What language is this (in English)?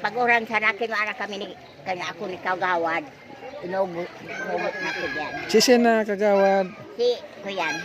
Bikol